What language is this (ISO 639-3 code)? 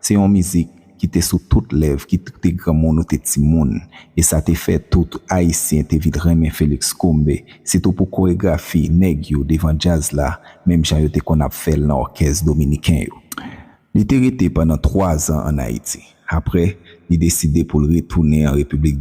hat